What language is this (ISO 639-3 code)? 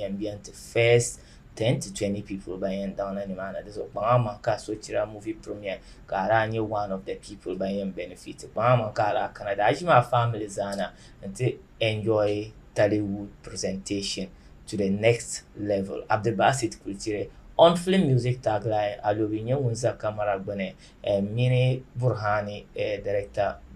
dag